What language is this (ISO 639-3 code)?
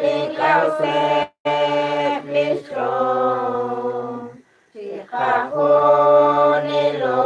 kek